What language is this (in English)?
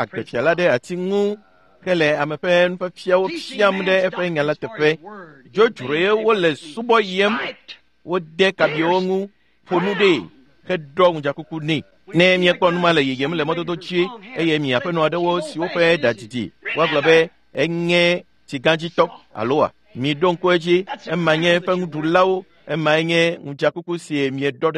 Ewe